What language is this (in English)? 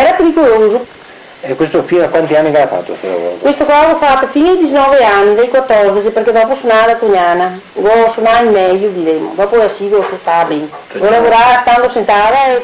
Venetian